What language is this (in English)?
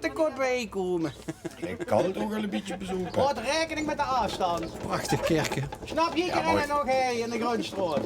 Limburgish